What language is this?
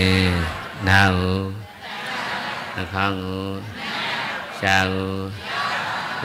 Burmese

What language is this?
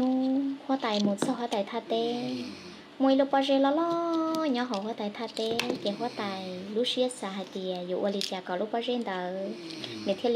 Hmong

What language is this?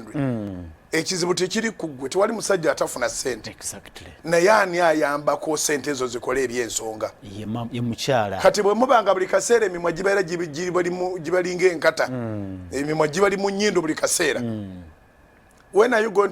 Ganda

